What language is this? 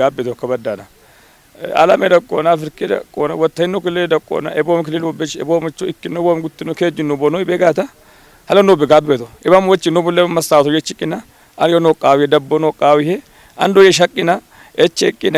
Kafa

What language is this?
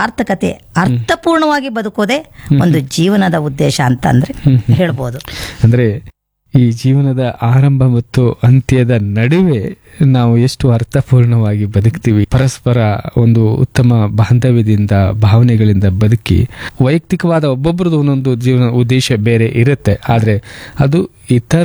Kannada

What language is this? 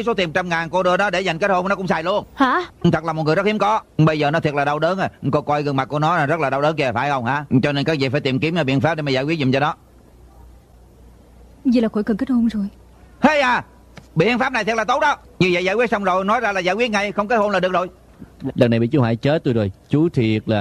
Vietnamese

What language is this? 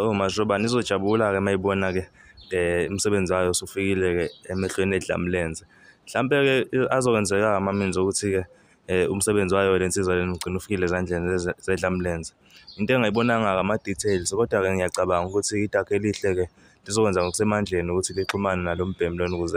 Zulu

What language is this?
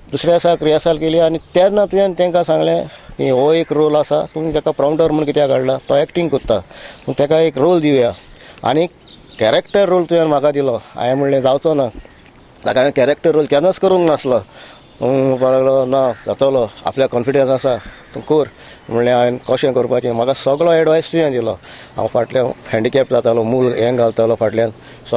Konkani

